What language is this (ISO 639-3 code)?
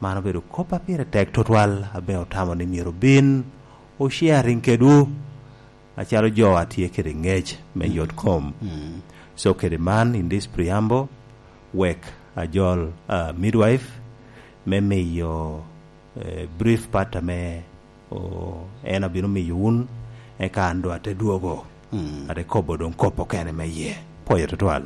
laj